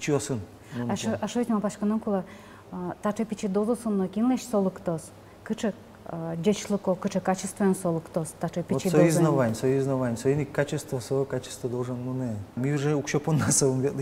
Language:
Udmurt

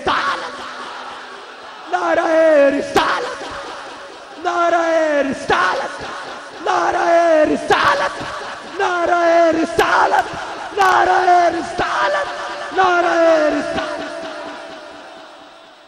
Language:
Urdu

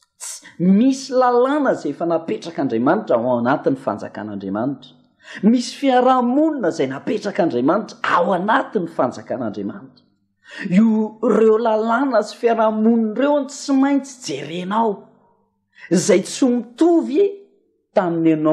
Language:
Malagasy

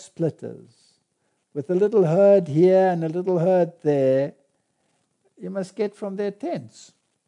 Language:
English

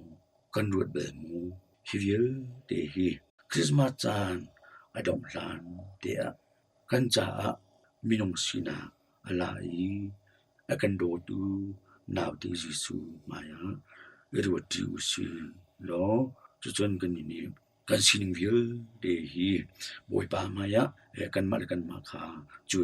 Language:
Hakha Chin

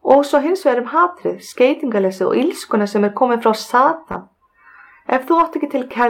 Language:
Icelandic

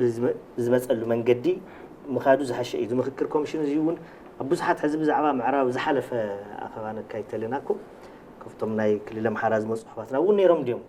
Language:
Tigrinya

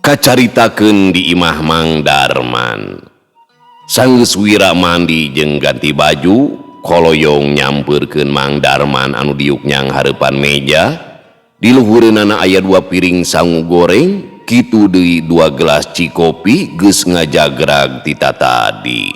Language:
Sundanese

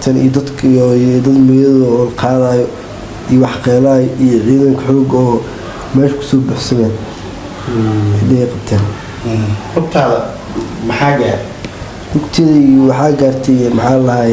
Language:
Somali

